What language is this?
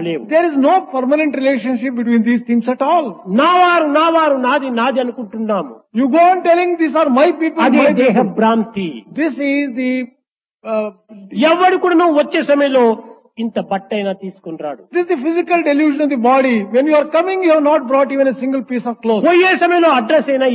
Telugu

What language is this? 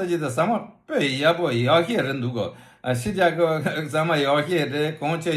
Tibetan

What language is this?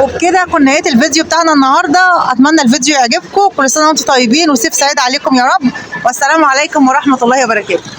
Egyptian Arabic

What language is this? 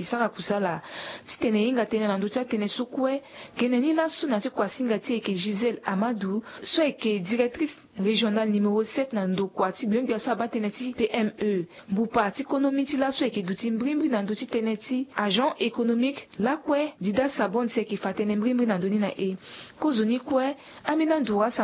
Sango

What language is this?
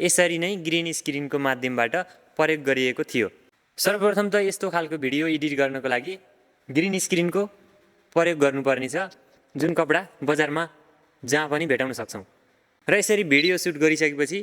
Nepali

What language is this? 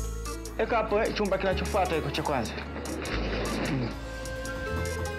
Swahili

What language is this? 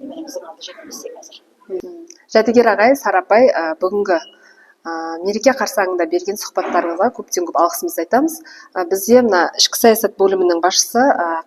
Kazakh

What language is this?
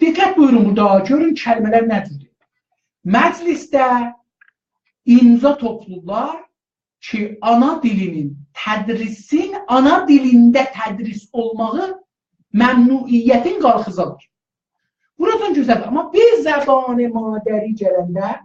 South Azerbaijani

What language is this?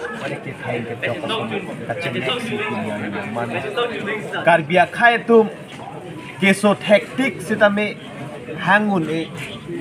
Karbi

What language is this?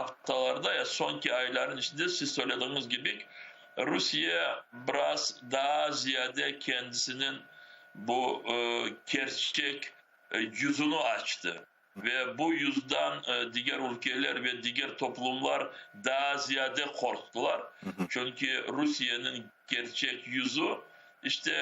Crimean Tatar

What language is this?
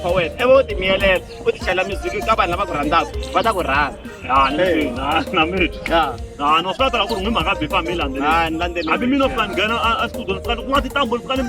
Tsonga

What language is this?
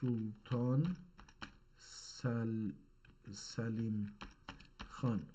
South Azerbaijani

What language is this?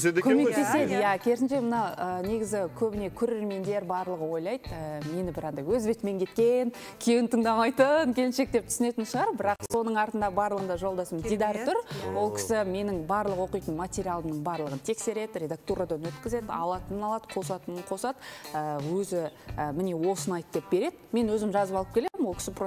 Kazakh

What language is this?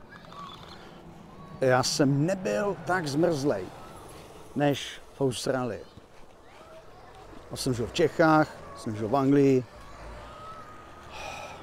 Czech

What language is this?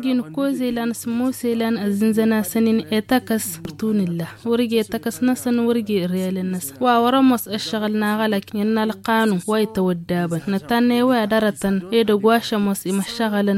Tamasheq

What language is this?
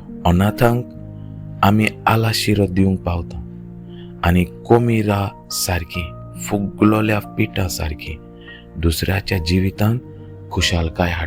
Konkani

